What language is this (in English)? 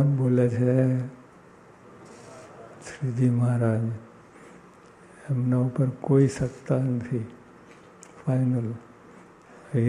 Gujarati